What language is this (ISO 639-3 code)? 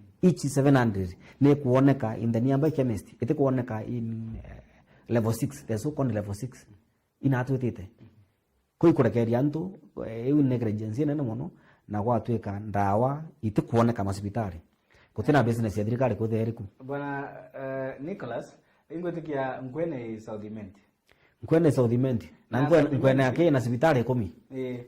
mer